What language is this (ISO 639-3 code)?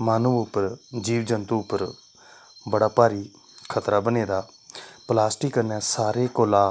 doi